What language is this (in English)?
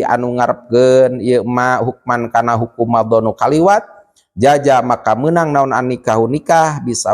Sundanese